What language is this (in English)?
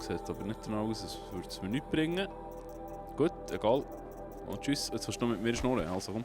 Swiss German